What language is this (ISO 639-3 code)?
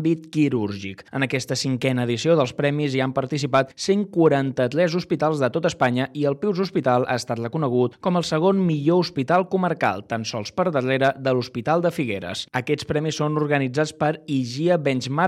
cat